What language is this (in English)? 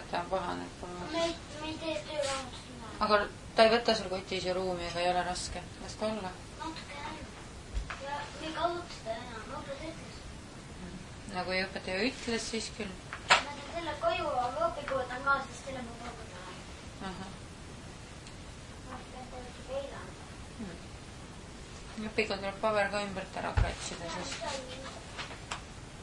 Estonian